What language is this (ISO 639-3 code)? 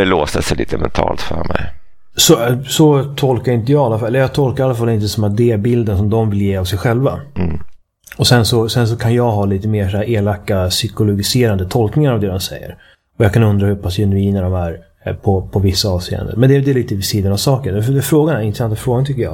swe